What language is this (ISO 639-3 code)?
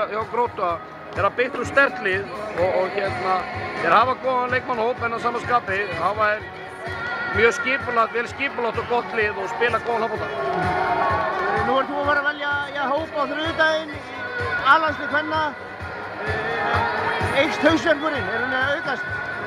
isl